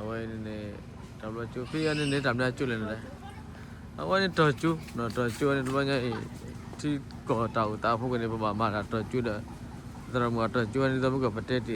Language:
S'gaw Karen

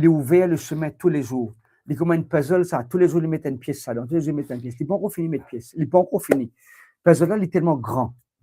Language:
Morisyen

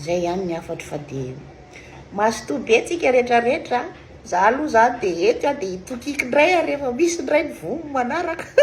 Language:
Malagasy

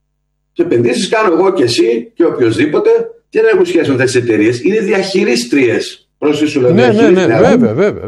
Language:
Greek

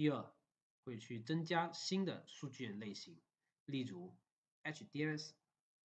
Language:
Chinese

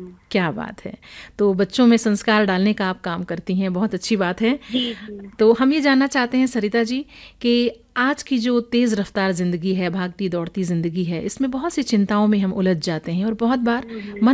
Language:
Hindi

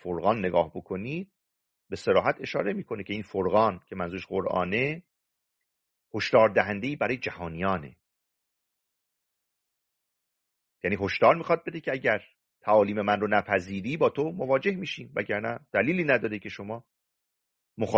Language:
Persian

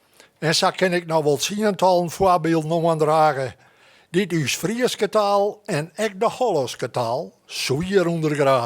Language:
Western Frisian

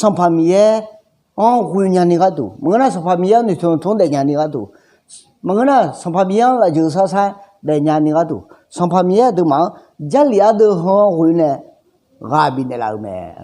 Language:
Akha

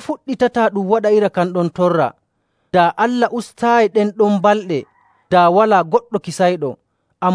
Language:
Nigerian Fulfulde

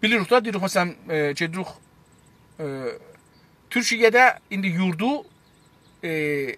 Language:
South Azerbaijani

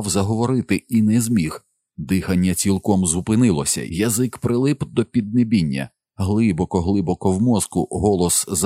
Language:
Ukrainian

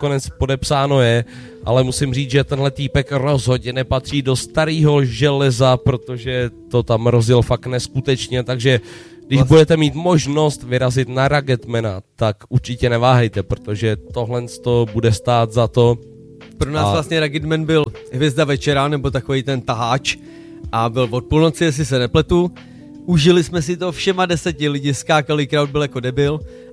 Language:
Czech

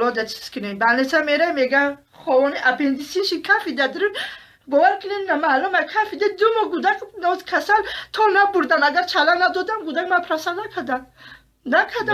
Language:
Tajik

